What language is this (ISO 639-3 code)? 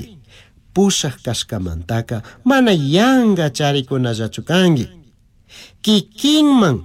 qug